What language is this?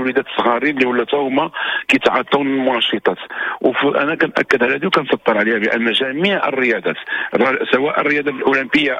Moroccan Arabic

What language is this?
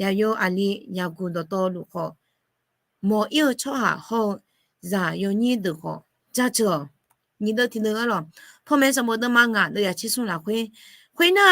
Akha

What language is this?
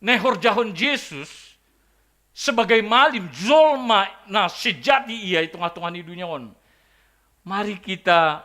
Batak Simalungun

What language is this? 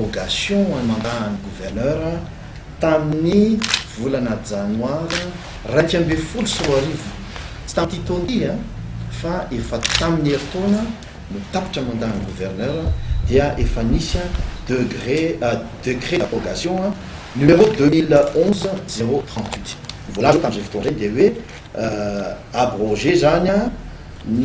Malagasy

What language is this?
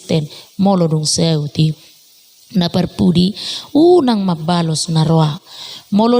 Batak Toba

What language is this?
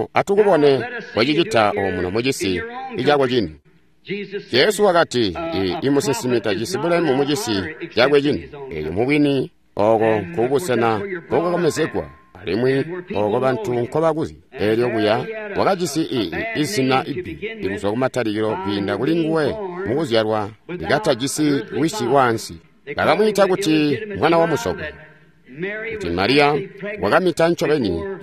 Tonga (Zambia)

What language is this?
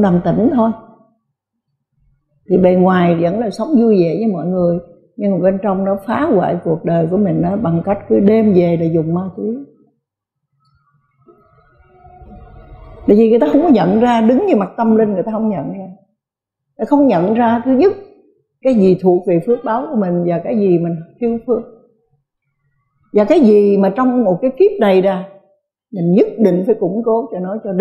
Vietnamese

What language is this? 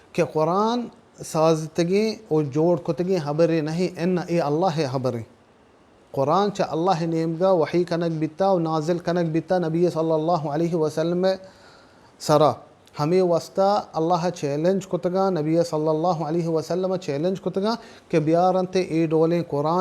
Baluchi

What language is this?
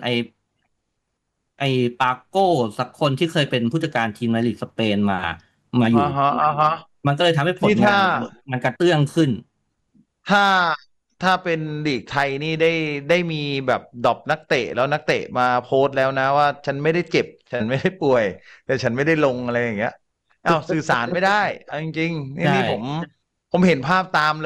Thai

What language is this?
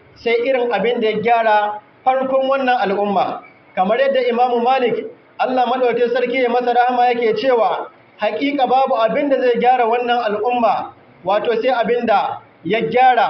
Hausa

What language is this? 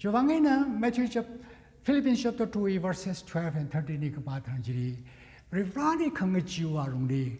Tangkhul Naga (India)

